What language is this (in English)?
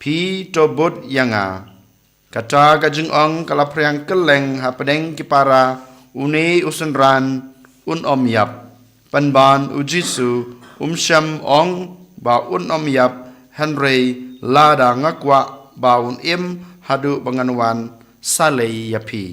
Khasi